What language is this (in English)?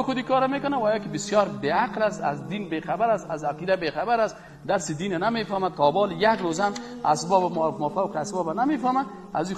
Persian